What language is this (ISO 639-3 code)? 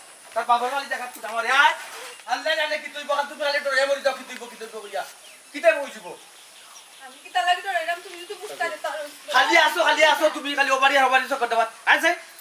syl